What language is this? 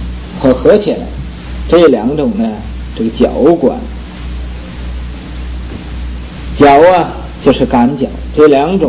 Chinese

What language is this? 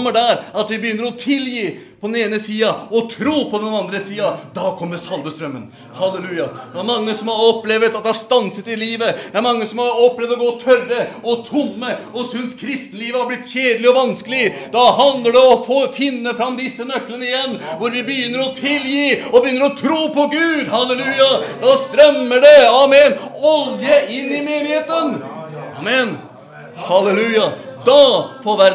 Norwegian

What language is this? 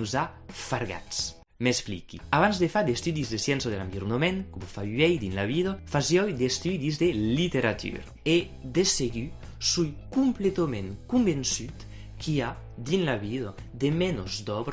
Occitan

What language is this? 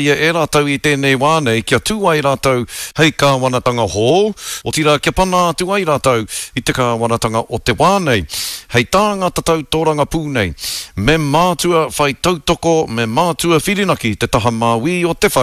Māori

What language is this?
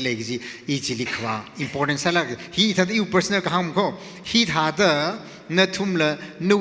Tangkhul Naga (India)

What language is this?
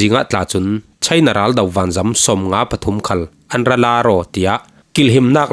Falam Chin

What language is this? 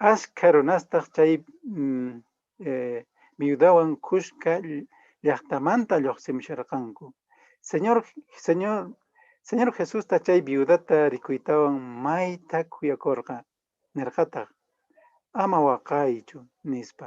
Quechua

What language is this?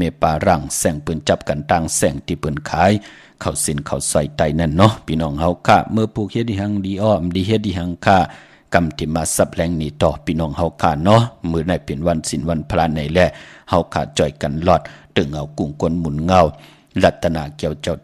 Shan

